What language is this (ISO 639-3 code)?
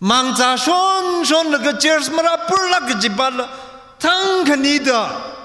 nmf